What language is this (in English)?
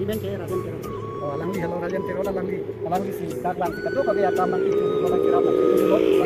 Karbi